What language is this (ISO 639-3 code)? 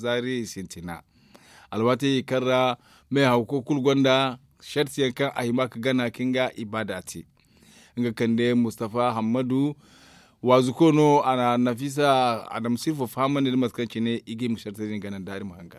dje